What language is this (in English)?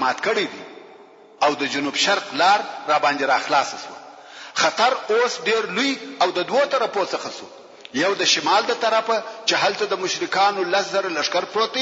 Pashto